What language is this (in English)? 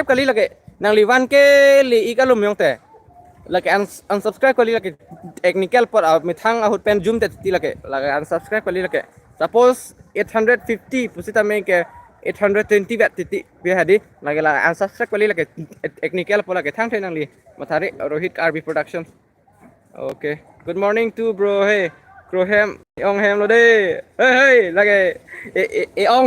Karbi